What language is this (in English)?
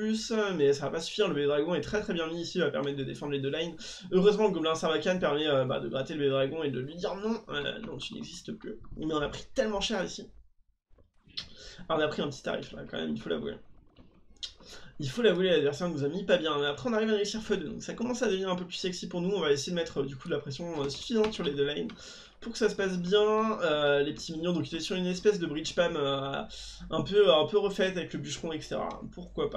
French